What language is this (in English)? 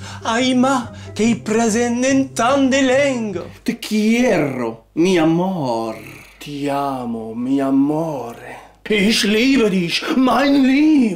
Occitan